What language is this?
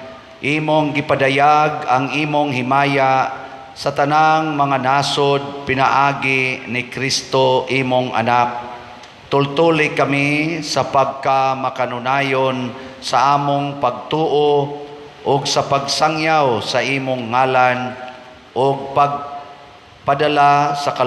Cebuano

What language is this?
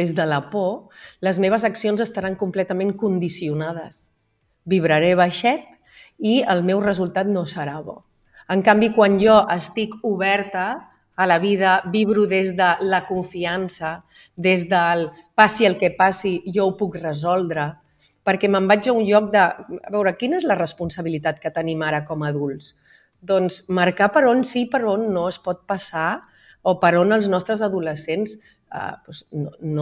Catalan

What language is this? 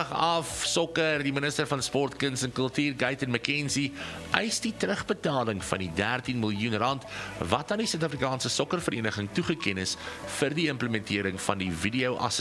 Afrikaans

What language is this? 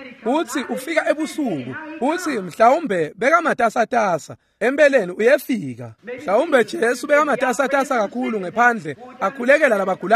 Swati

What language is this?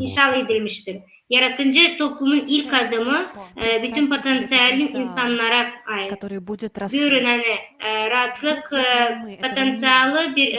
Gagauz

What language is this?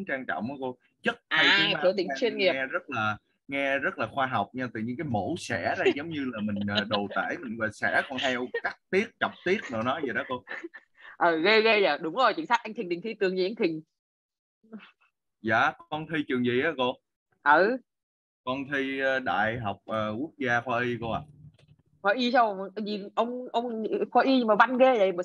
Vietnamese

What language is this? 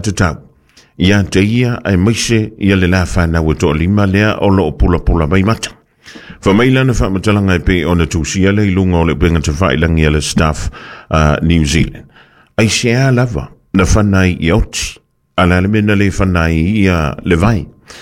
Samoan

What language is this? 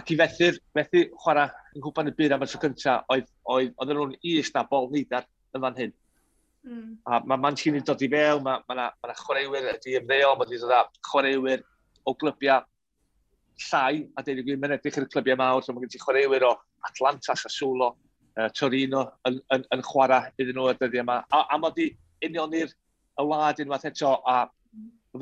Welsh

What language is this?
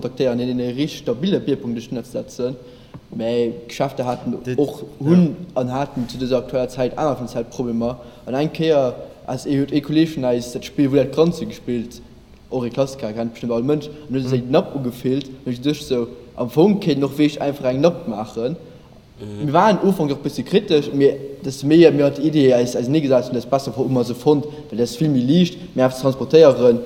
Luxembourgish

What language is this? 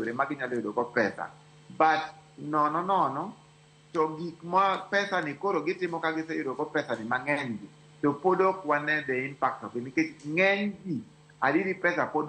Luo (Kenya and Tanzania)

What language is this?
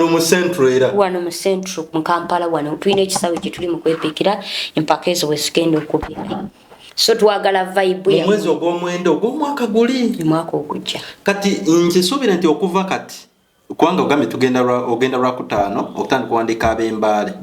Ganda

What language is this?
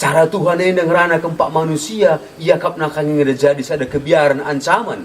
Batak Karo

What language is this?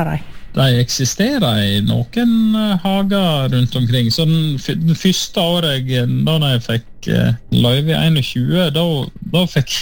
Norwegian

